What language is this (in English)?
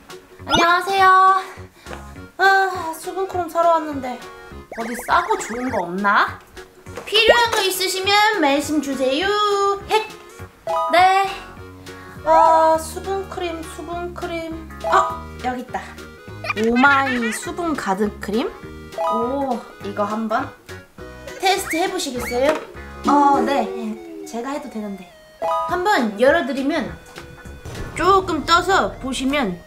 Korean